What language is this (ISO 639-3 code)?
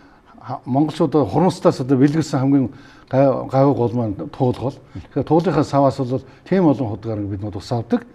mon